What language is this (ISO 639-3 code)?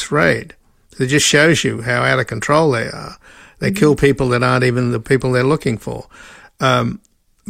eng